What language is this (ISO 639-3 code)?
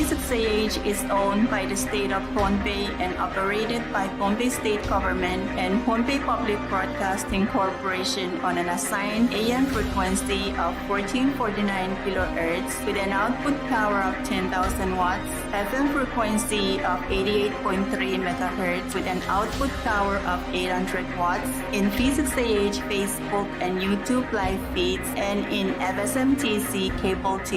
pon